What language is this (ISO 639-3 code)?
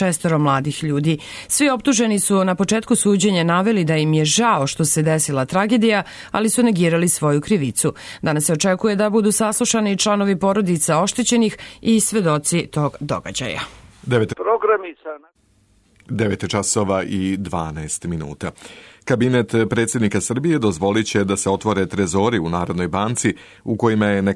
srp